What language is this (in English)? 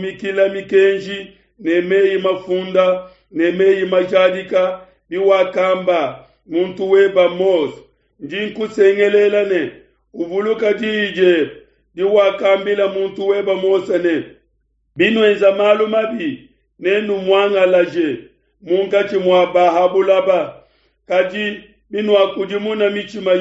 Luba-Lulua